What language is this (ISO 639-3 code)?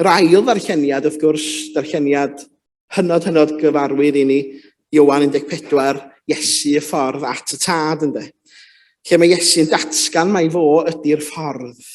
cym